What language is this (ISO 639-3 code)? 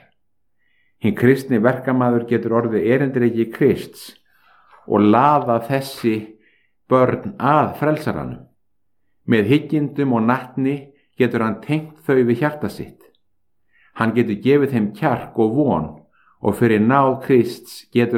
isl